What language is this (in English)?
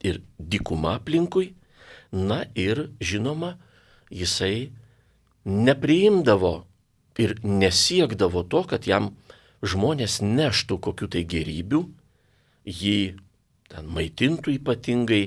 Lithuanian